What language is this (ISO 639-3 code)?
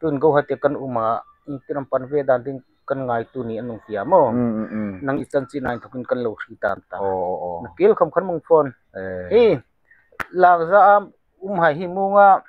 hmr